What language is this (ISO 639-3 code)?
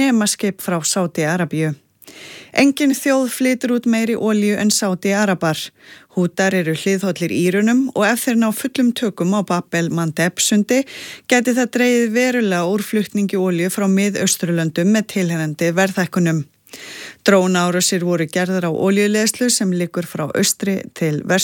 isl